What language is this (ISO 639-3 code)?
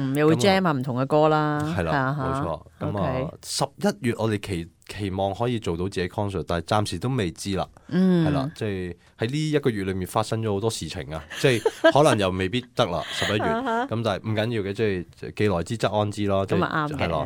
yue